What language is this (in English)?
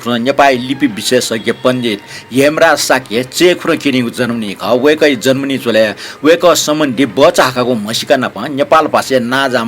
Newari